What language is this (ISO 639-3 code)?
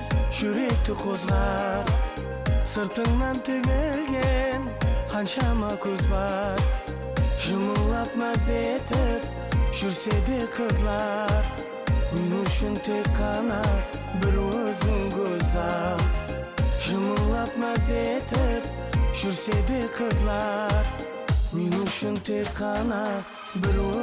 kaa